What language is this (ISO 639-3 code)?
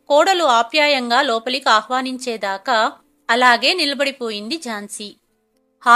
tel